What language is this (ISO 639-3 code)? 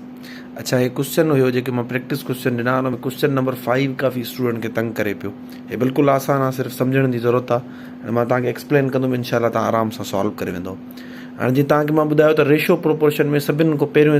snd